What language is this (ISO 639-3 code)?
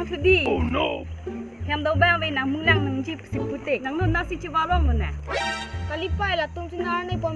mjw